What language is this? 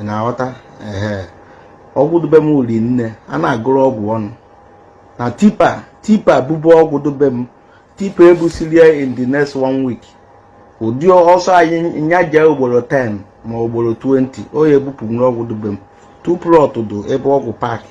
Igbo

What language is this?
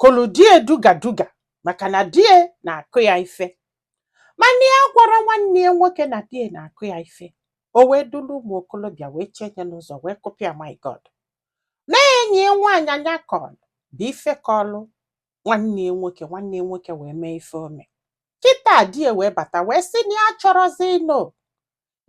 Igbo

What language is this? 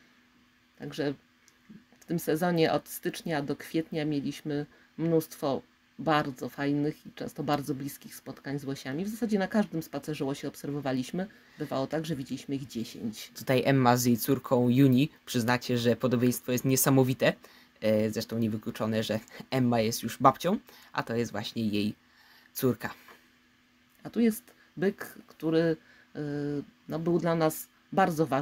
Polish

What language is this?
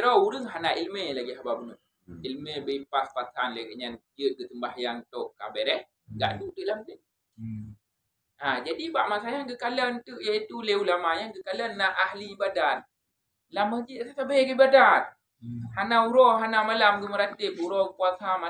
Achinese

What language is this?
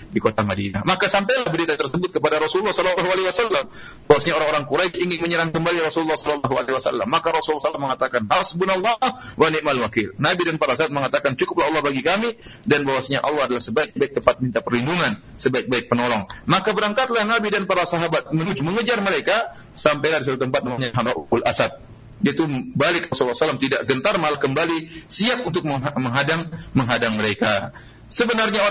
Indonesian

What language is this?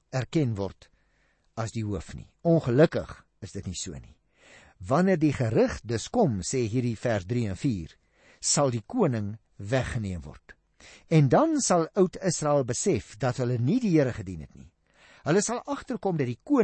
Afrikaans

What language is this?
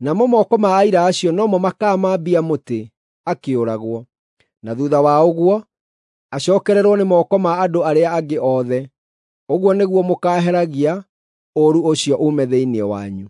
Kikuyu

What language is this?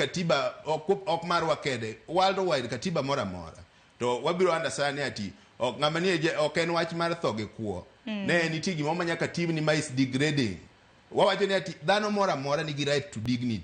Luo (Kenya and Tanzania)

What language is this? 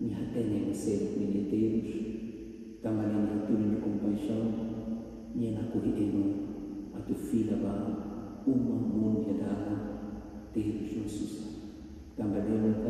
Tetum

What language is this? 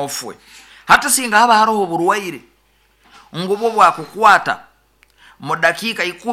Nyoro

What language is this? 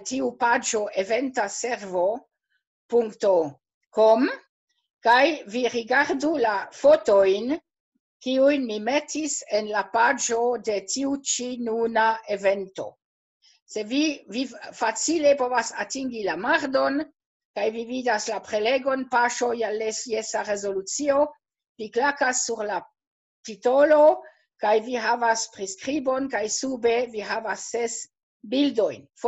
Esperanto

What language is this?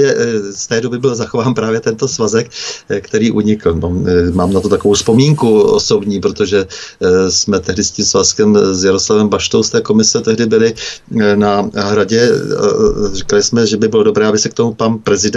Czech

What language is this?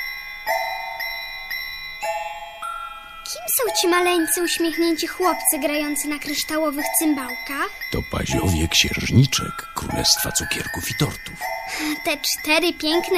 Polish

